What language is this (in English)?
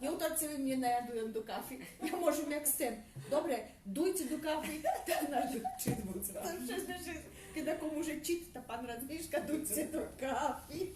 Rusyn